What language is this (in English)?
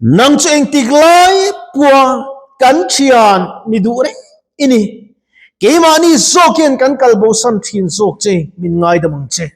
Mizo